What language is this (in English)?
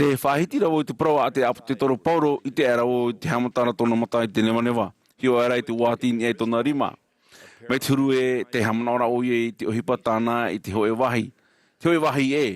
Tahitian